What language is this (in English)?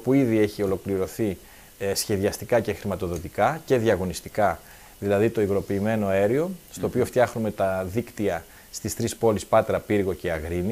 Greek